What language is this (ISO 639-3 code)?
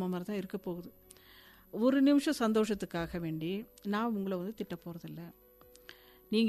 tam